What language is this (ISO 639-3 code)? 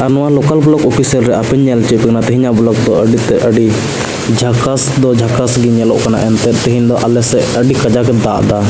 sat